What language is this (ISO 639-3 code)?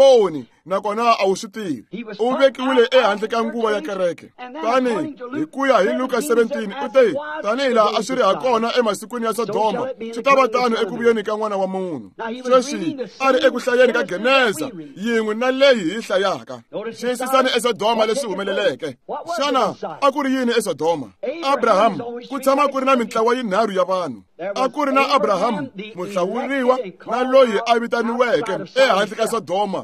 tso